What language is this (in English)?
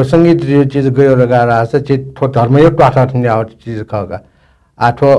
Newari